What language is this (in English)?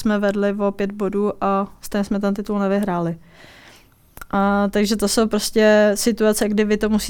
Czech